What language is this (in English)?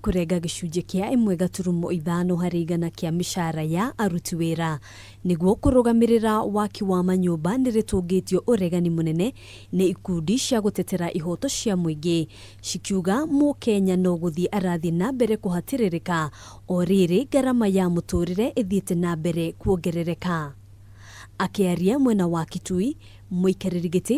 Kikuyu